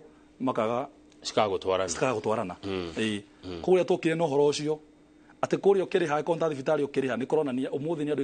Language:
Kikuyu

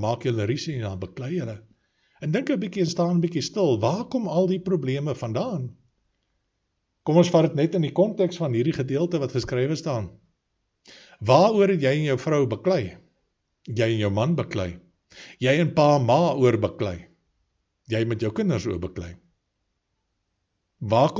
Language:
Afrikaans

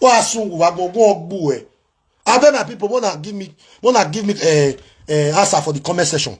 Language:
Nigerian Pidgin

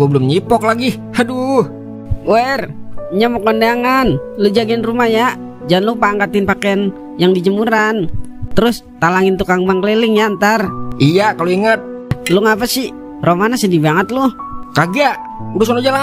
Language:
Betawi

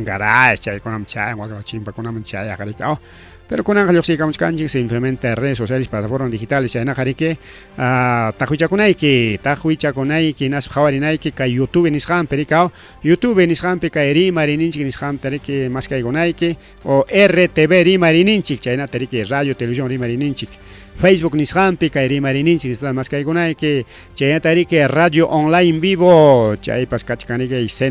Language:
Ayacucho Quechua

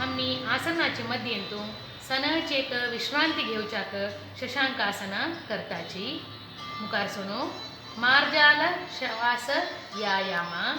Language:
Konkani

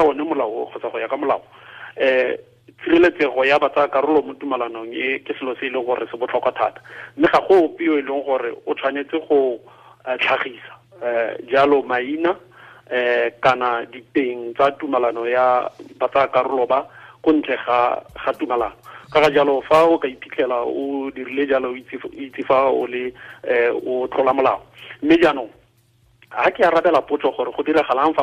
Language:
Tswana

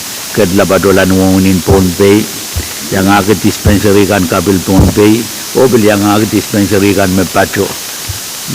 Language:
Pohnpeian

